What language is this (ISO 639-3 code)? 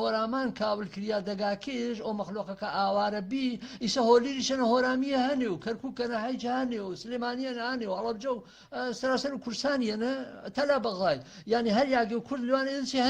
hac